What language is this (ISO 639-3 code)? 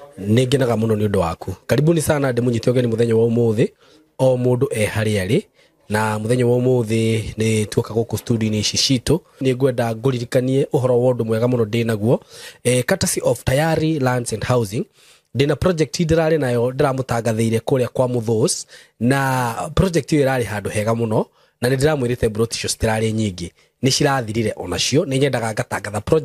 kik